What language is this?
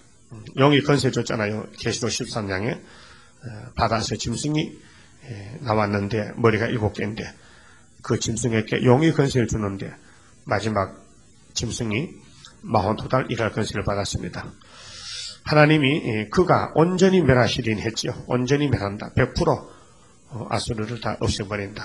Korean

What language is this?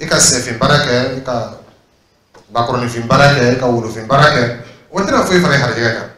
Dyula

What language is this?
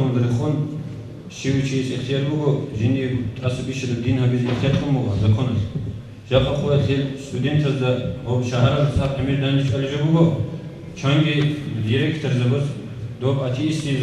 Avaric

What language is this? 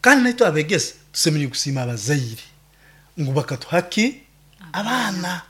Nyoro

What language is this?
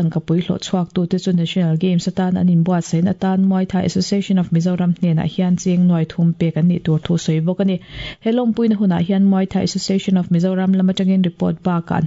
Mizo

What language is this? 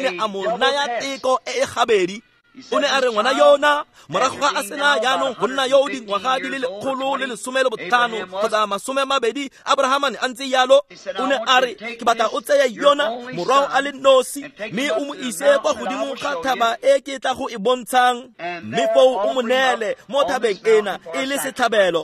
Tswana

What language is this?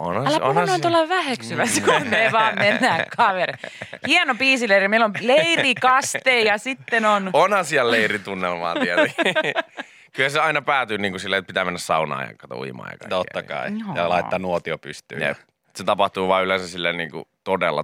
Finnish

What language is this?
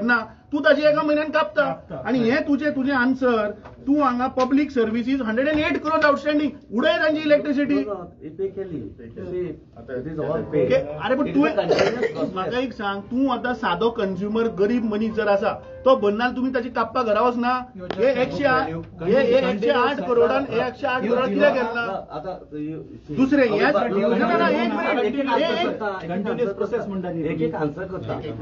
Konkani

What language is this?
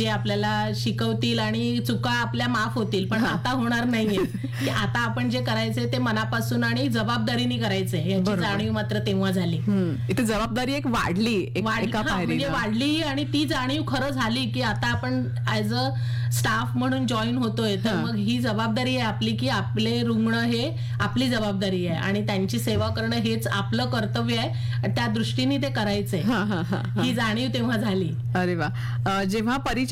Marathi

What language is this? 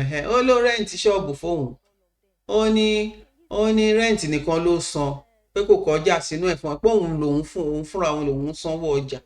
Yoruba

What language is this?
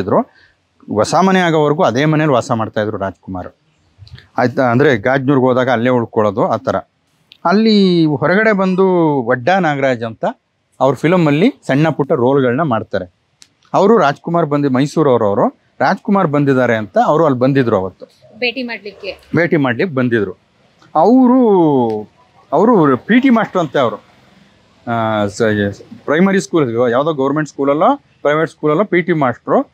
Kannada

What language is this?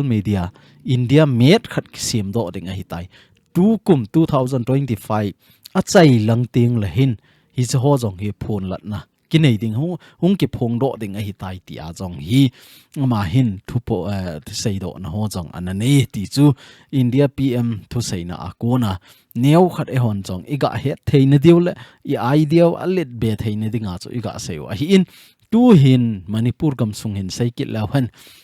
Thado Chin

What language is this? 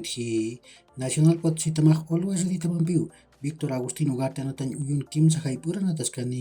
Aymara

